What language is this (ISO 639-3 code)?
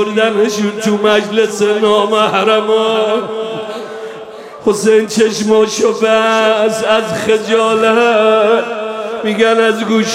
fas